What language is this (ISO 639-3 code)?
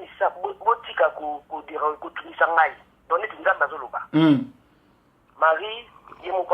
lin